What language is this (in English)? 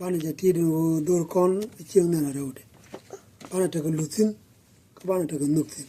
Nuer